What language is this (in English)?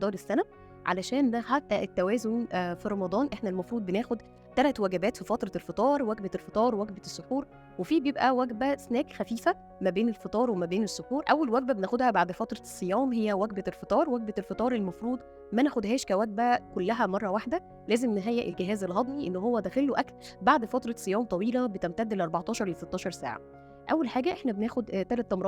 Egyptian Arabic